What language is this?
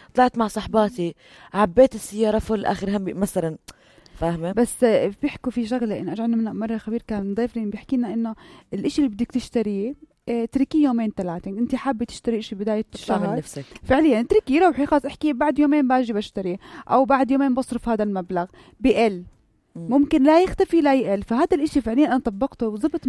North Levantine Arabic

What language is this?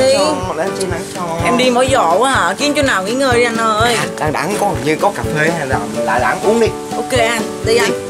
Vietnamese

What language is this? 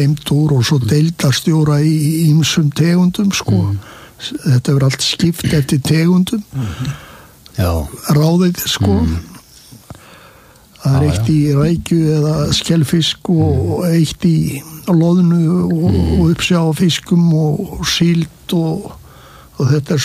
Icelandic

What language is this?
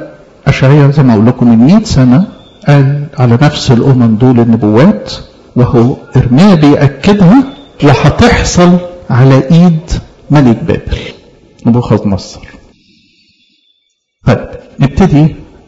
Egyptian Arabic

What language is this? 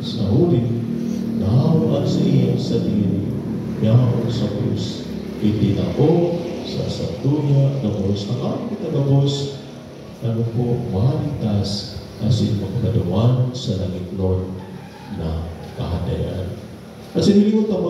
Bikol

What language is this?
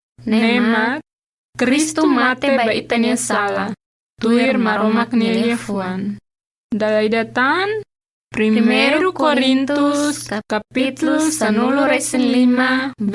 Tetum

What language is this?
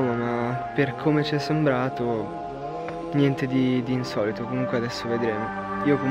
Italian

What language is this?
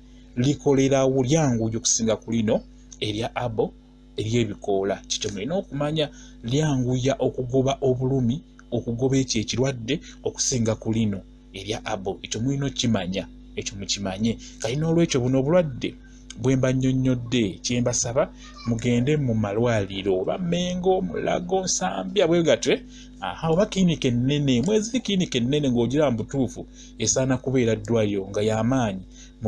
Ganda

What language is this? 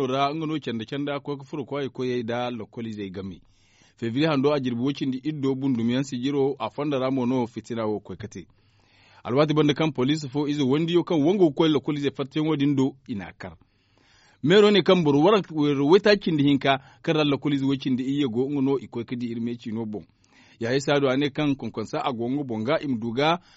Zarma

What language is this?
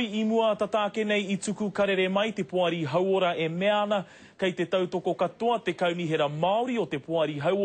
Māori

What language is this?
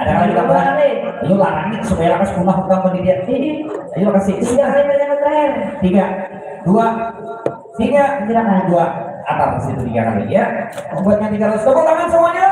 Banjar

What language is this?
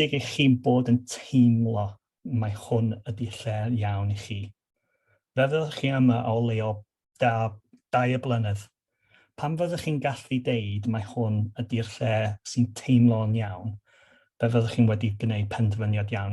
Welsh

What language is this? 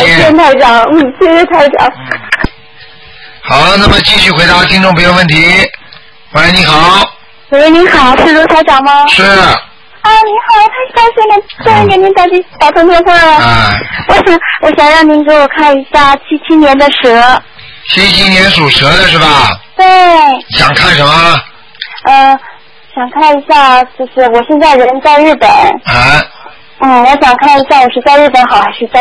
Chinese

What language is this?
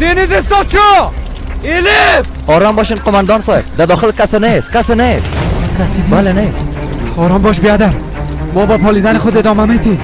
Persian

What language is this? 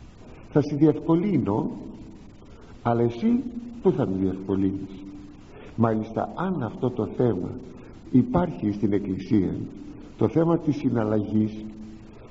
Greek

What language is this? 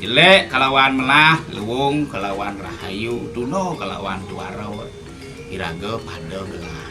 Balinese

